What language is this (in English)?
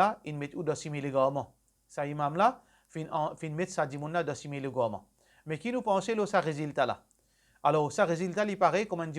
Morisyen